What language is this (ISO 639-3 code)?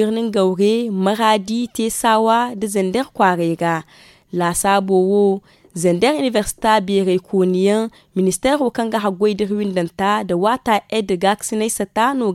dje